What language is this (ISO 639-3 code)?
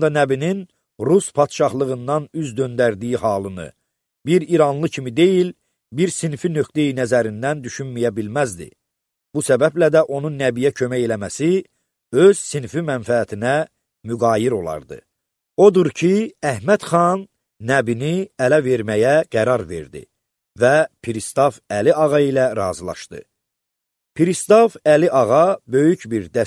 aze